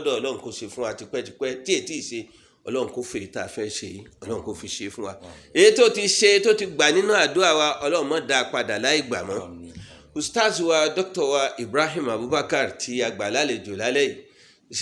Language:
Yoruba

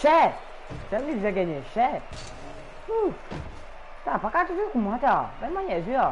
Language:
Morisyen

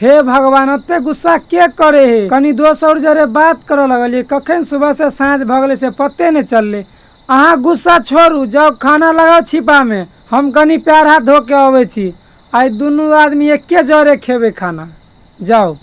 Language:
Maithili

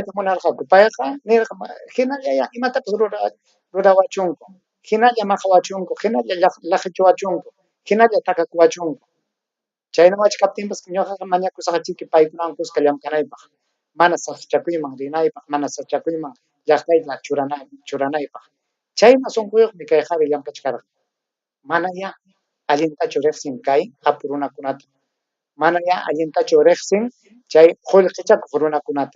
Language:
Ayacucho Quechua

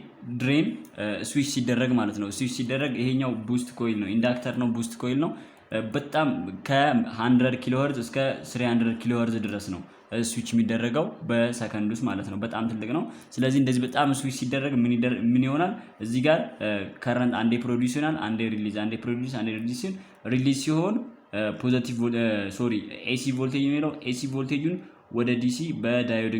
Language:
Amharic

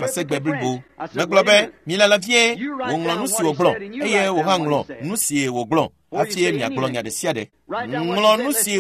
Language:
Ewe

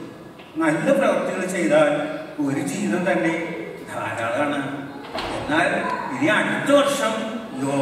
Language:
Malayalam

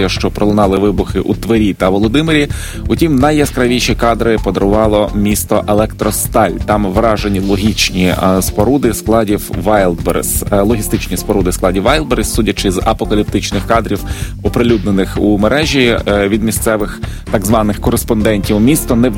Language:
Ukrainian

